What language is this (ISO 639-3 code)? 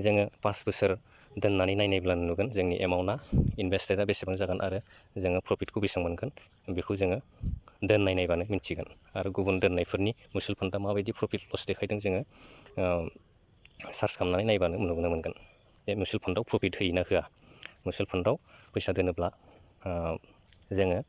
brx